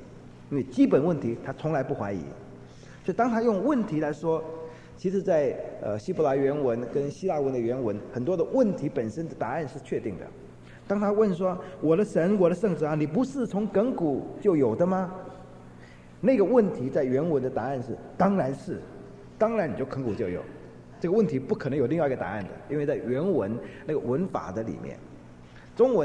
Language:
Chinese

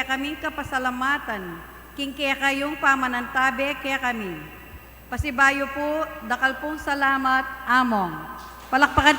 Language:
Pampanga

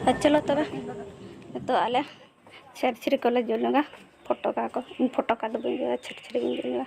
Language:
Santali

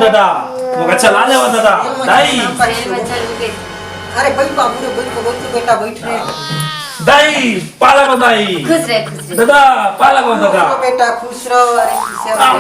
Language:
Chhattisgarhi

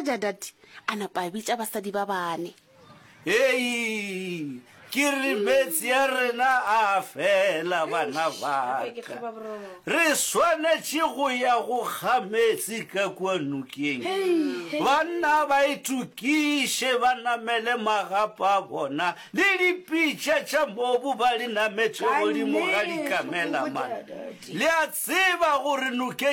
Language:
Northern Sotho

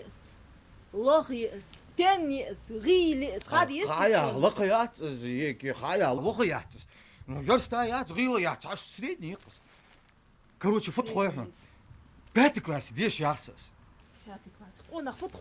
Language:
Ingush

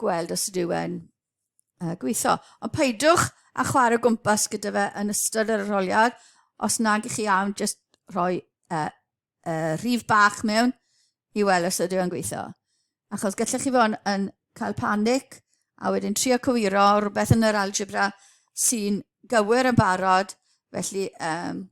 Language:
Welsh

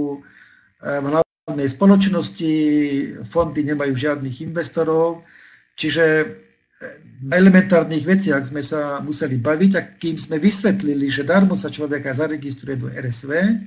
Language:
Slovak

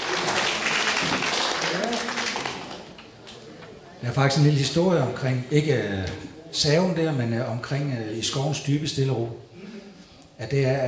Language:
Danish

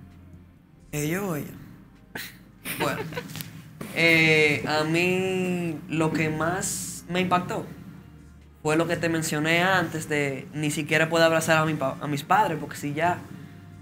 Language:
Spanish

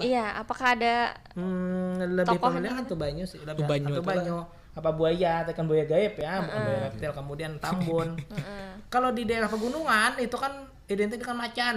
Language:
Banjar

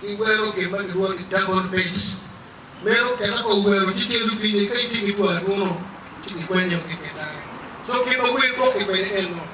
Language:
Acoli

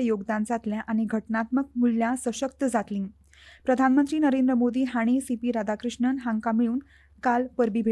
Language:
Konkani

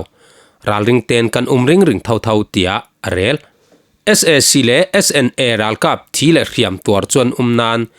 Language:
Falam Chin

